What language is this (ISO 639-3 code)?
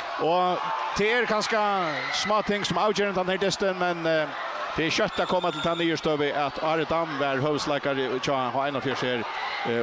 fao